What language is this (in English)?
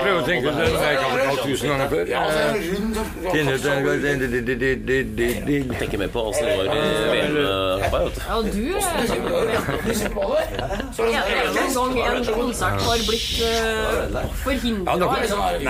Norwegian